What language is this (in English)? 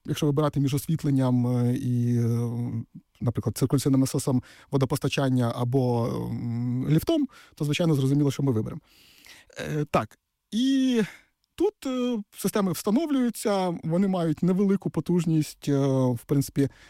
Ukrainian